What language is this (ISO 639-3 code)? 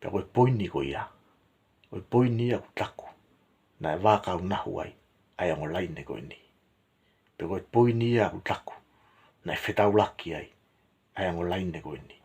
ton